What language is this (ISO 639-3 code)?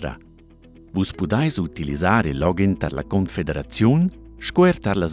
roh